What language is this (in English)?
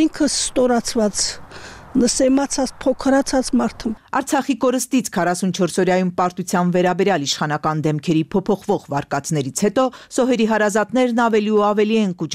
Armenian